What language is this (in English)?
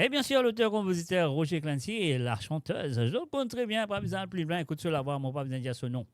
Morisyen